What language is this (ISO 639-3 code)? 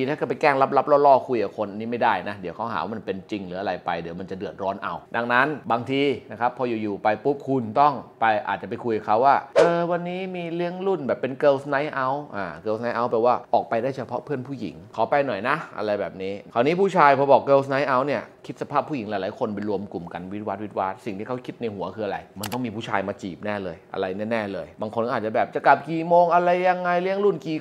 tha